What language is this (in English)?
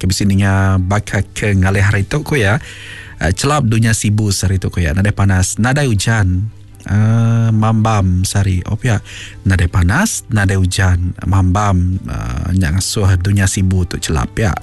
Iban